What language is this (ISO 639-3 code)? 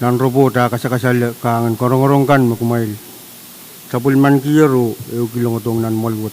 pon